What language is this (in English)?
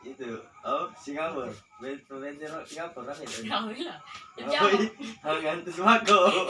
Musi